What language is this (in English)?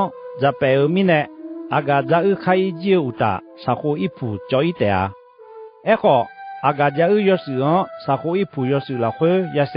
Akha